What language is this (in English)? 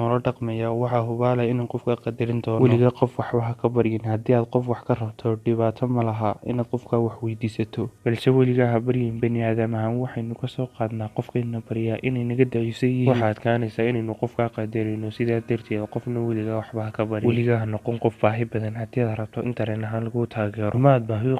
Somali